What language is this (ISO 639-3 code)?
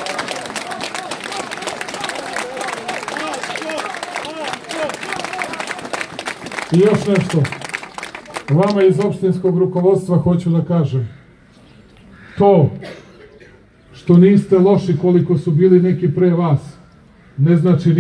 srp